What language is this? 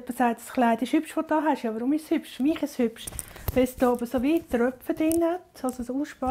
Swiss German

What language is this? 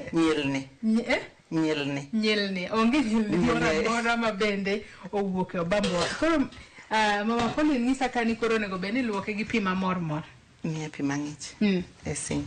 Luo (Kenya and Tanzania)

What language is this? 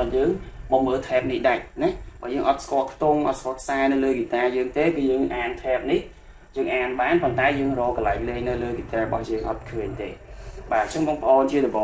Khmer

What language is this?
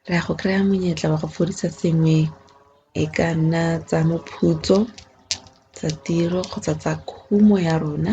Tswana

